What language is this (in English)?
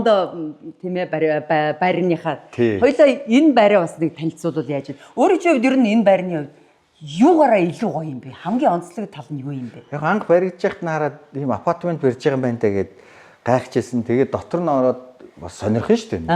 Mongolian